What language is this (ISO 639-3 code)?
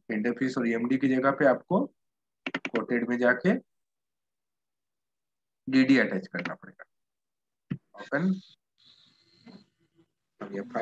hin